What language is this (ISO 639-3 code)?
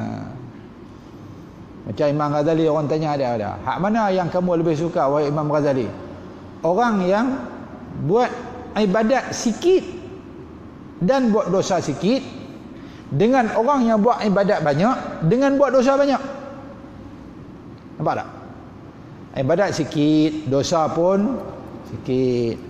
msa